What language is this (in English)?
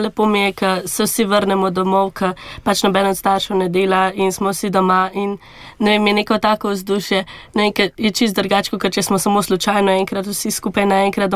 Slovenian